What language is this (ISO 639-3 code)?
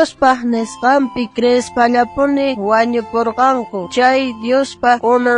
quh